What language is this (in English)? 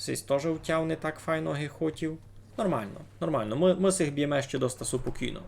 Rusyn